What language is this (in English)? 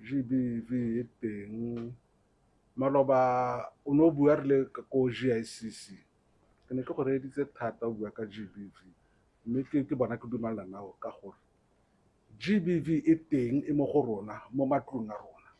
Tswana